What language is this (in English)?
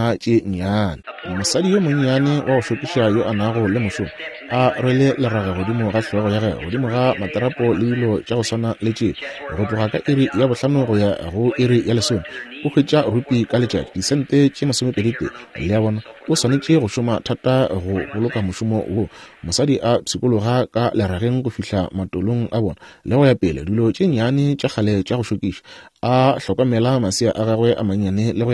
Northern Sotho